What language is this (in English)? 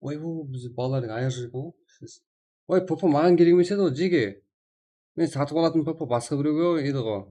Kara-Kalpak